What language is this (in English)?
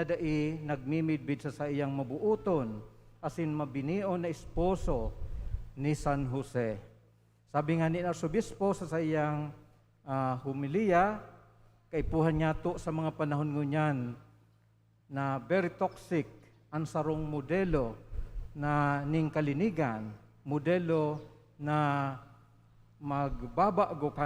Bikol